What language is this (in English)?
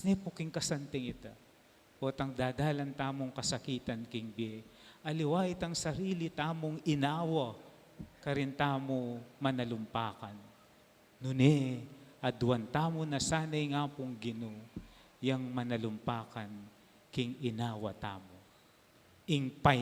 Pampanga